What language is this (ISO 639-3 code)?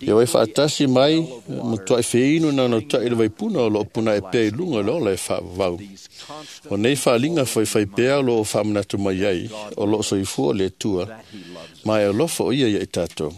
smo